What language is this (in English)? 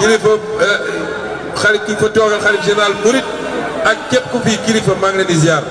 Wolof